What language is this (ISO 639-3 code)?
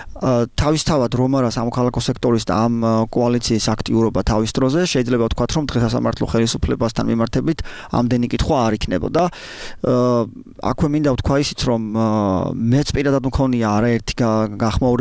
kat